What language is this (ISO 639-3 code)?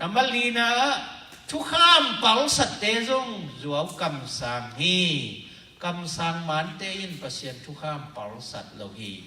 ctd